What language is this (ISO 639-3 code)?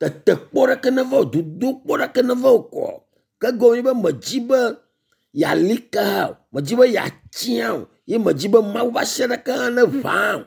ewe